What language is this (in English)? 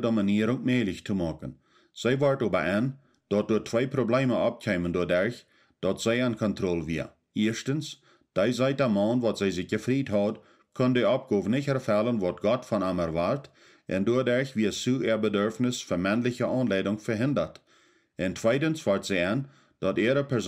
Plautdietsch